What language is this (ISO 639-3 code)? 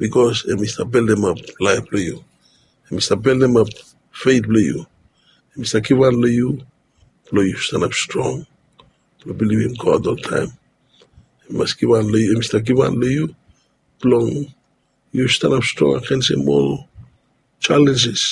bis